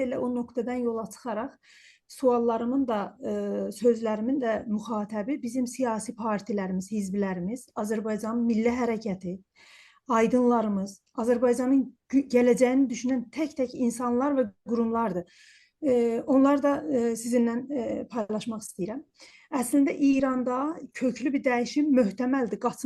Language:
South Azerbaijani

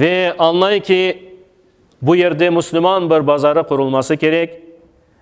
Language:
Crimean Tatar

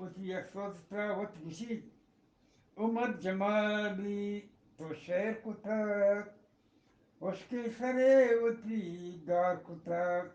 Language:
Eastern Balochi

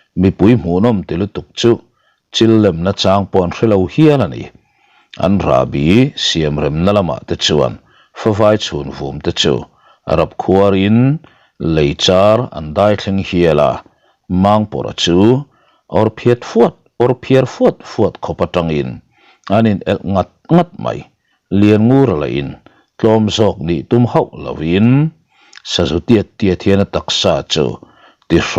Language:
Mizo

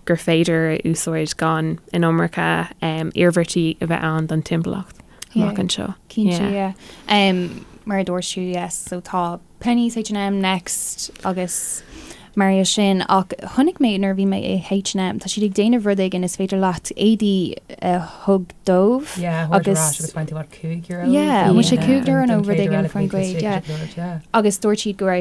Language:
Irish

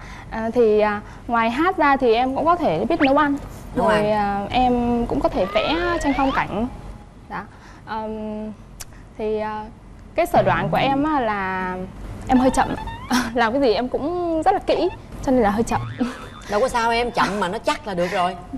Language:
Vietnamese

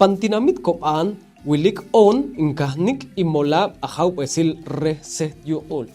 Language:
Poqomchi'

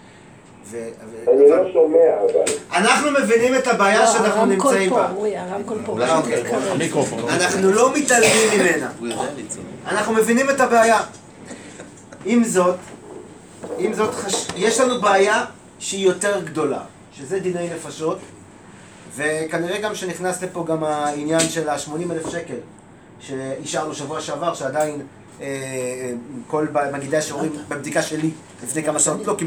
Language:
Hebrew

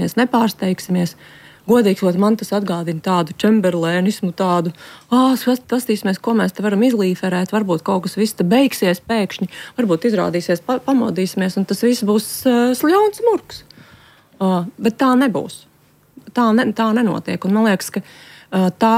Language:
Latvian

